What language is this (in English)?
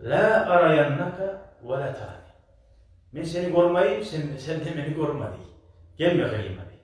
Kumyk